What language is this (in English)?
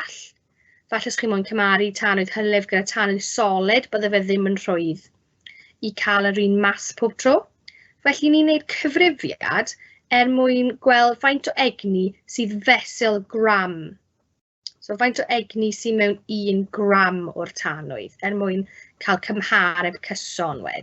Welsh